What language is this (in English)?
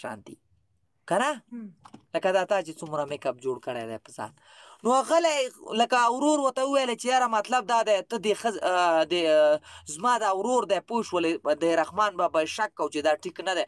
Pashto